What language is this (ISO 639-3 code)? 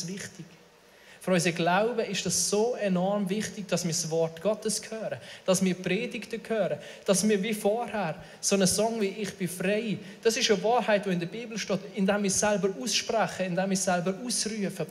gsw